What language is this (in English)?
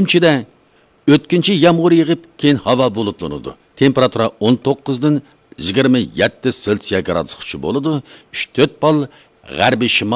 Uyghur